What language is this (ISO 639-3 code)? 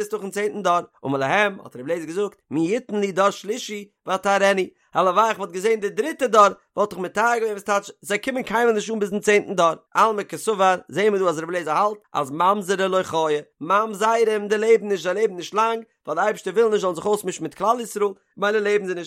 yid